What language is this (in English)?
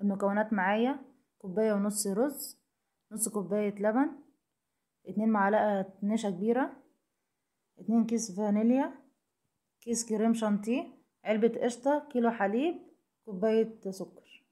Egyptian Arabic